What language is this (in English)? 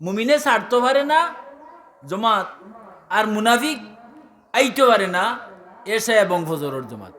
Sylheti